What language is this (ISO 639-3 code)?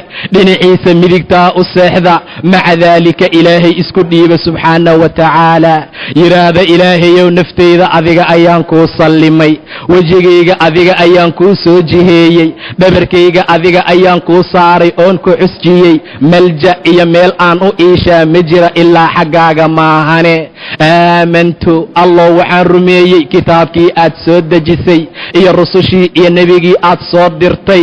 som